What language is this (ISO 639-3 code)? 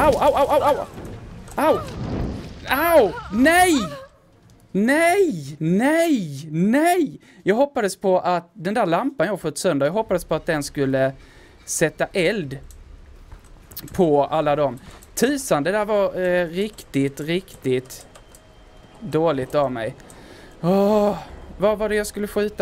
swe